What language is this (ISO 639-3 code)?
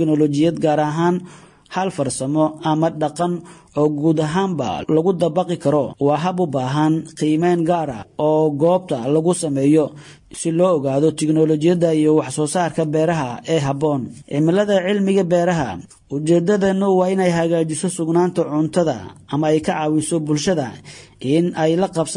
som